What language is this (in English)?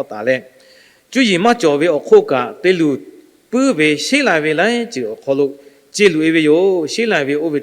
Lahu